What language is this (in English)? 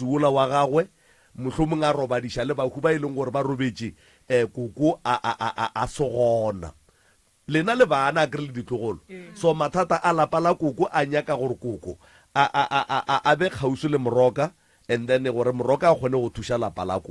Northern Sotho